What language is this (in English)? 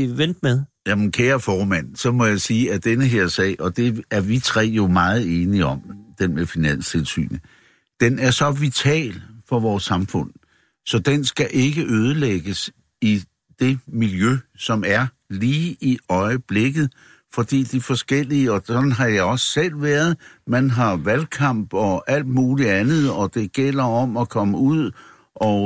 Danish